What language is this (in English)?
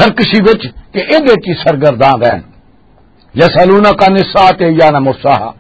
Western Panjabi